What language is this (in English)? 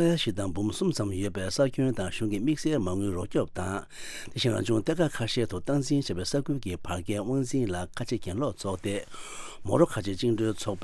Tibetan